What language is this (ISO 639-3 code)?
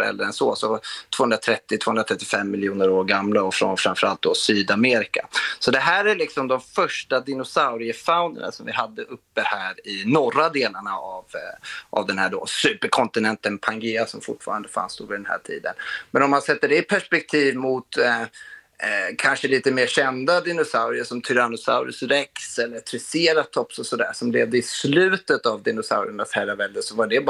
swe